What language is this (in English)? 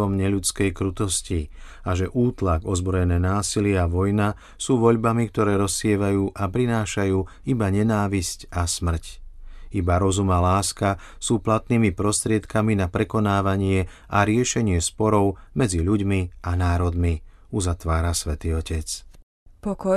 Slovak